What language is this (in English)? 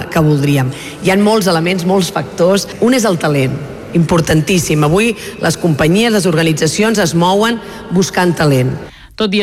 Catalan